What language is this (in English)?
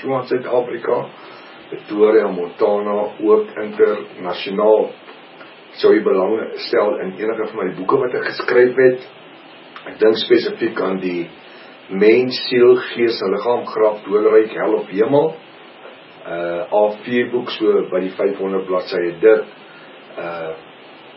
Afrikaans